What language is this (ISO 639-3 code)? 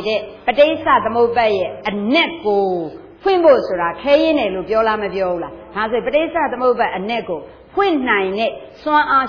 mya